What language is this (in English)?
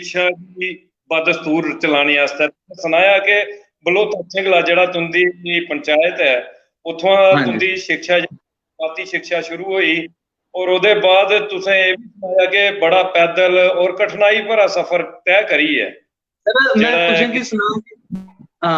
Dogri